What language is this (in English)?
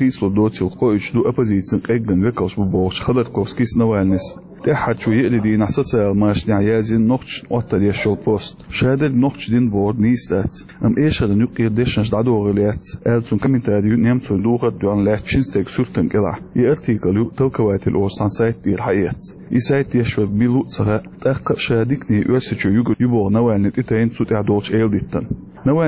Chechen